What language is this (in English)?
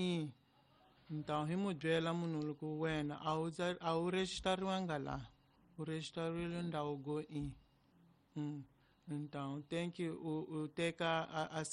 Tsonga